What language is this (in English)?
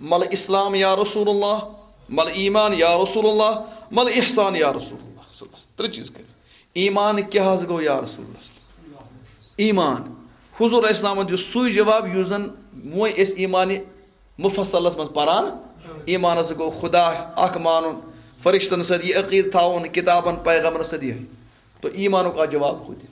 Kashmiri